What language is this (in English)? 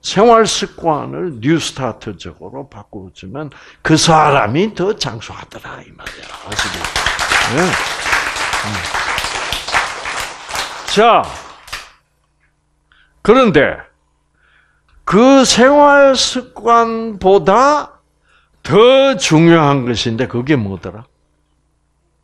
Korean